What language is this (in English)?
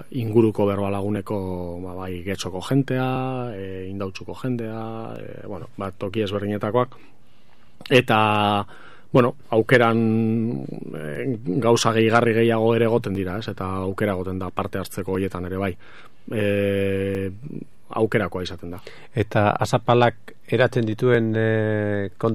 Basque